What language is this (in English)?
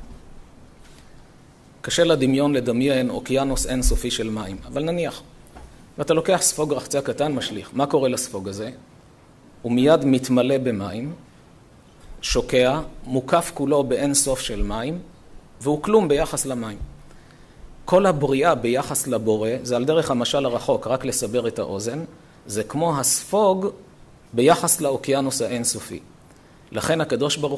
Hebrew